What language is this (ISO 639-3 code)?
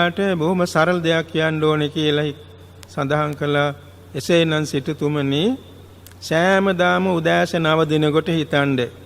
sin